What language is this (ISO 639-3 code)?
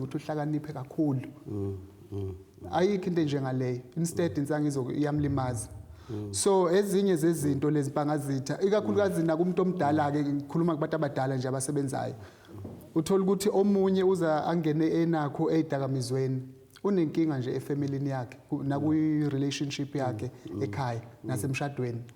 zul